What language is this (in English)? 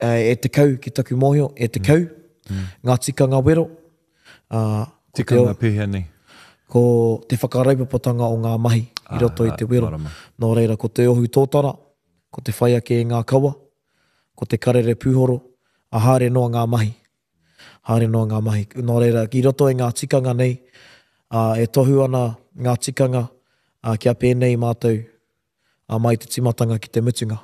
Māori